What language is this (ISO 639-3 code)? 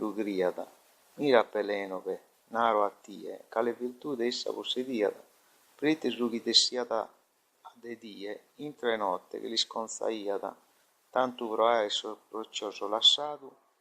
srd